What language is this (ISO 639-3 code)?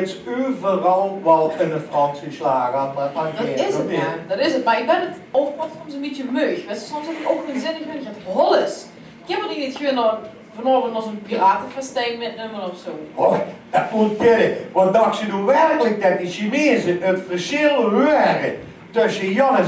lim